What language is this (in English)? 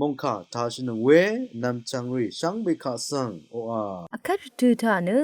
Rawang